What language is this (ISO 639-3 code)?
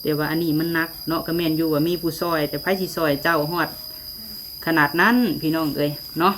lao